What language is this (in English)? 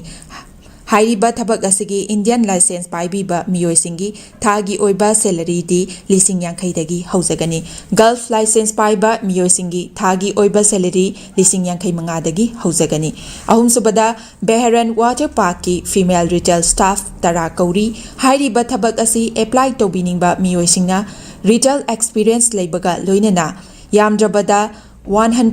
Manipuri